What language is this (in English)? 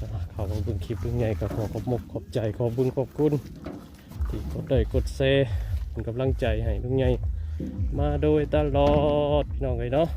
Northeastern Thai